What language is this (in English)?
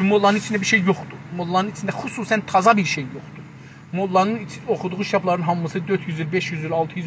South Azerbaijani